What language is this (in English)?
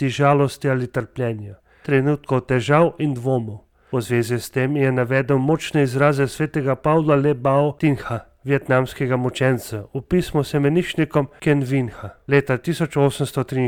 Slovenian